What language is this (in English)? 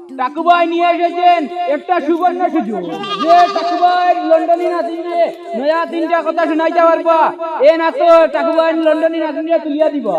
Sylheti